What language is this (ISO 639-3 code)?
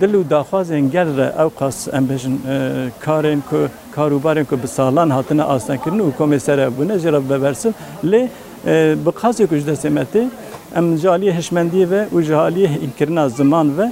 kur